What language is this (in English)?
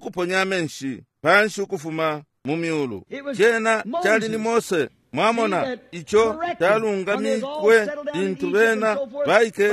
Bemba